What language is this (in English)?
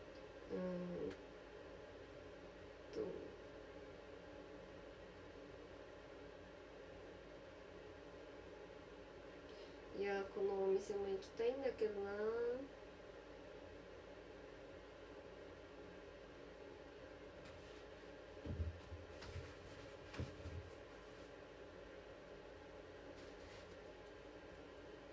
Japanese